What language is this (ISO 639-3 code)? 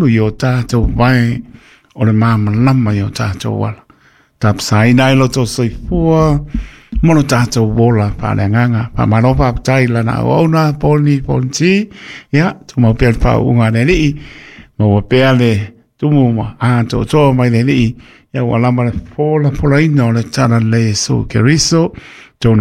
smo